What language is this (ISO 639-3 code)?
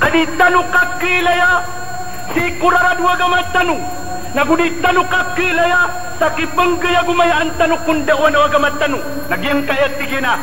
mrw